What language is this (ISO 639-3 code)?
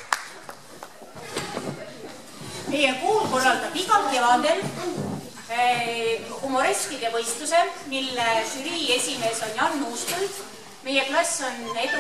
est